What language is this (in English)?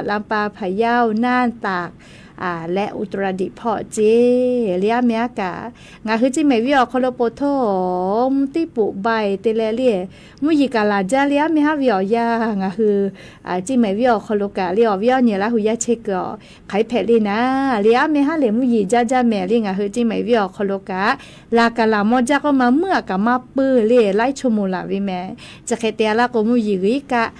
Lahu